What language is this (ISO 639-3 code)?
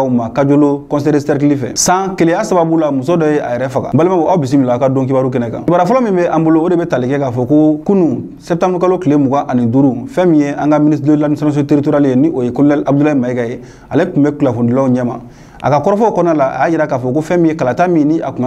bam